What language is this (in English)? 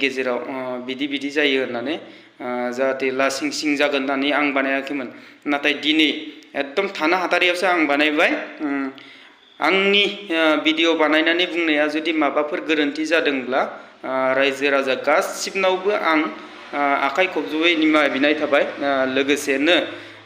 Bodo